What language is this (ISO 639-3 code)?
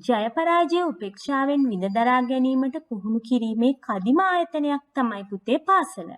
sin